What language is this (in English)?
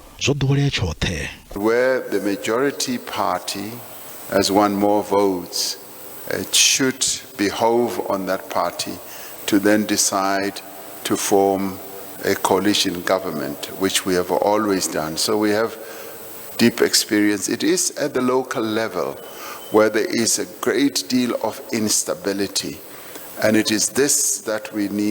Venda